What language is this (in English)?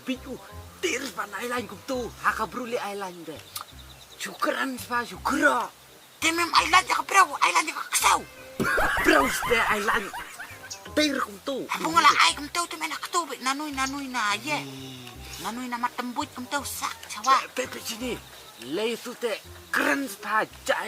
Khasi